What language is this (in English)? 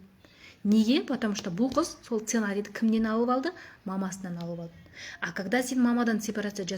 Kazakh